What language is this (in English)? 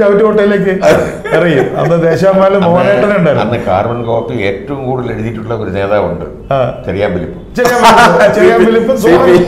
Malayalam